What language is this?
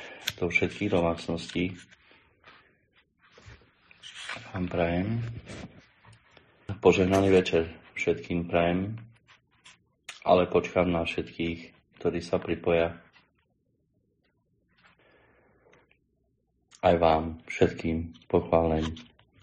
Slovak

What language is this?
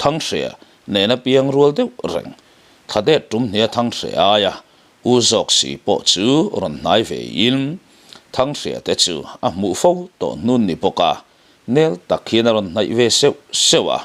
Mizo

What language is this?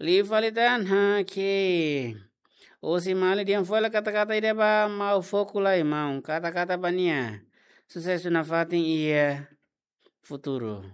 Tetum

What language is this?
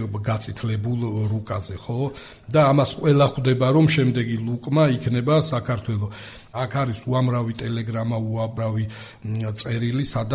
Georgian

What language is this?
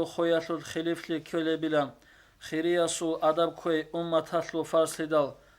Avaric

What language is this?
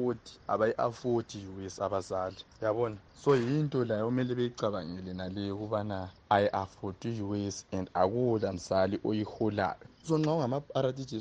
North Ndebele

